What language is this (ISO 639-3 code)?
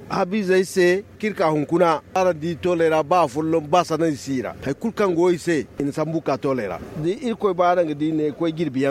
dje